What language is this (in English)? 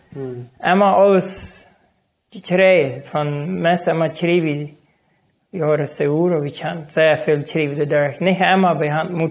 Plautdietsch